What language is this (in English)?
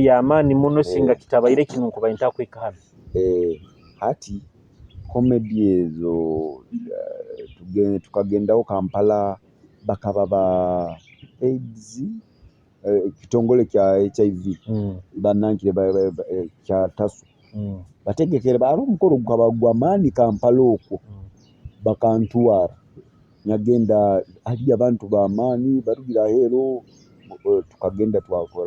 Nyoro